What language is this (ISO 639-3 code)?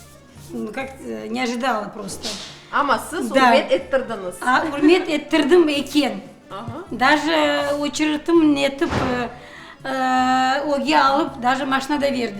crh